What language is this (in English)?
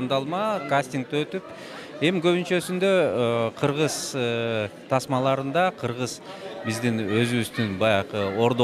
Kyrgyz